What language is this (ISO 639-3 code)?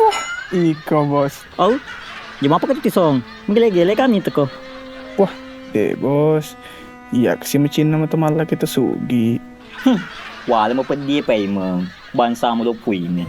bug